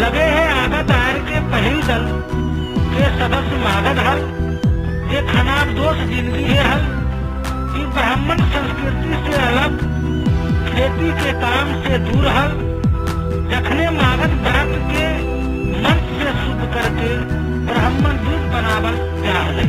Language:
Magahi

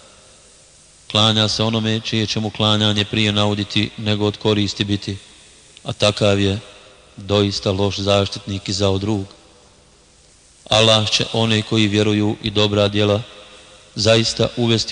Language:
Bosnian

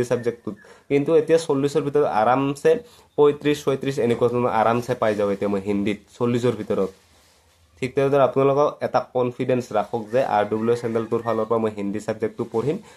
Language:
Assamese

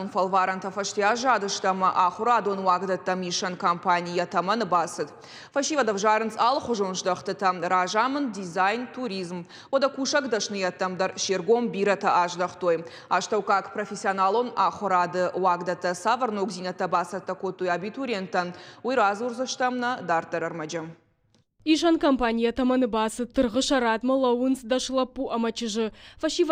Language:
Ossetic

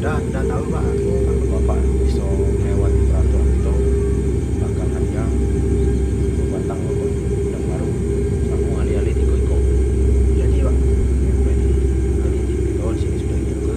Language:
Musi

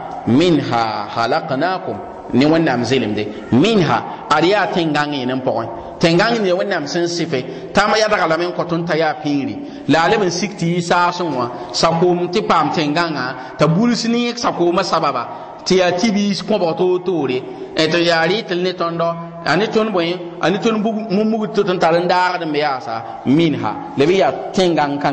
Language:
Mossi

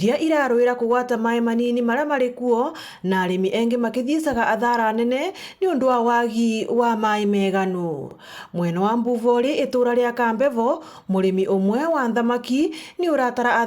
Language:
Meru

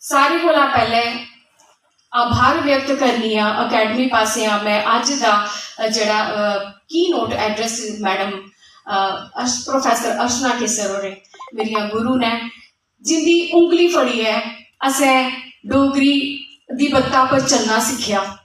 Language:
Dogri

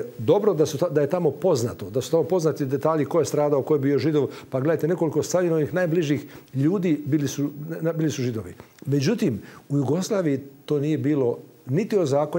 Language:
Croatian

